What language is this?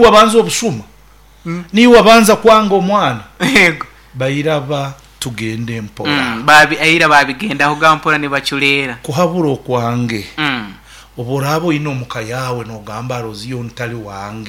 Nyoro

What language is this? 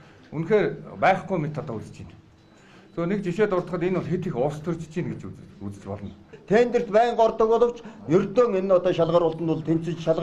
Mongolian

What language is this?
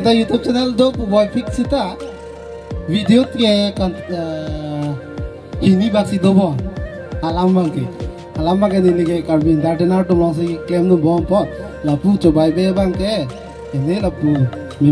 Karbi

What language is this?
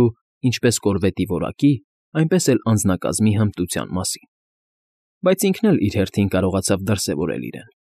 Armenian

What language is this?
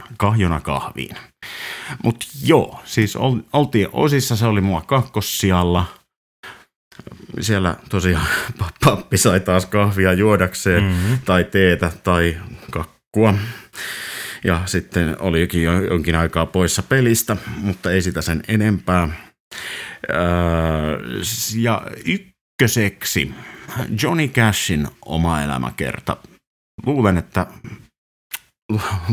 Finnish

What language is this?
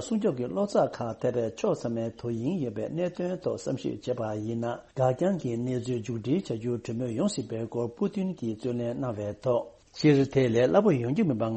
Tibetan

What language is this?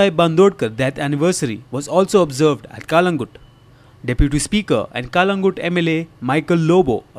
Konkani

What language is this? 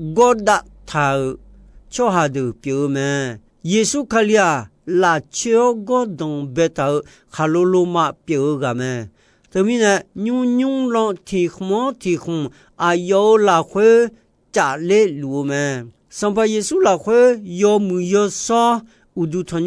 Akha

